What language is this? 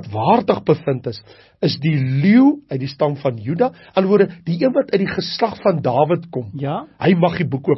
Afrikaans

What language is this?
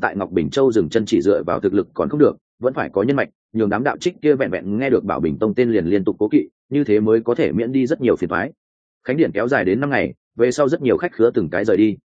Vietnamese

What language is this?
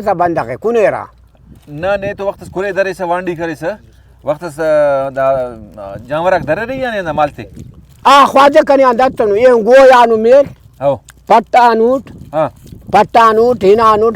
Brahui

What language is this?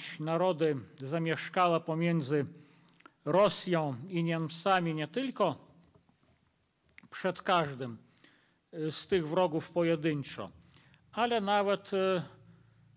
Polish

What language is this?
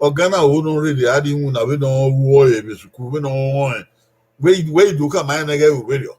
Bini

